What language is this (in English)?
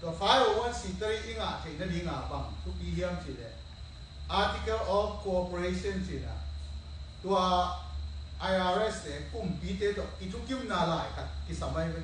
Tedim Chin